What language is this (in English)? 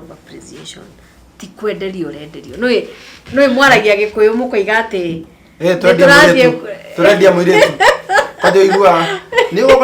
Kikuyu